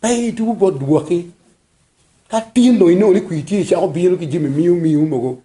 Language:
Acoli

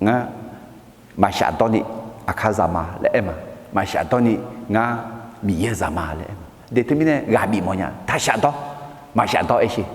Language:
Akha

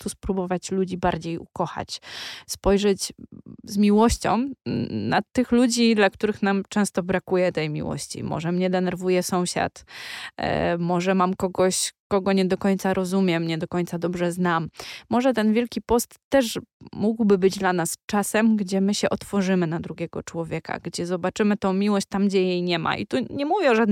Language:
Polish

